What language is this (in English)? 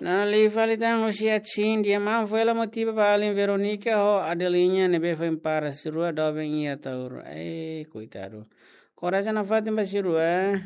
Tetum